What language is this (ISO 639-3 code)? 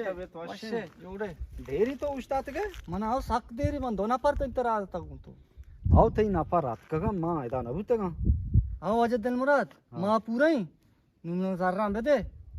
bgp